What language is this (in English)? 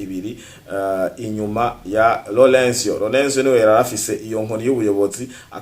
Rundi